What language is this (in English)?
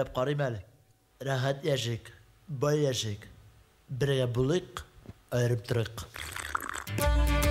Tatar